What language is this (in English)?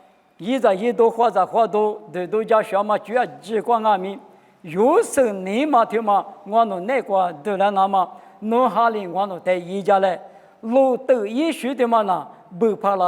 Lisu